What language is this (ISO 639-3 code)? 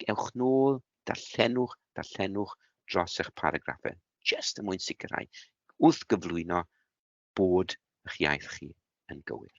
cym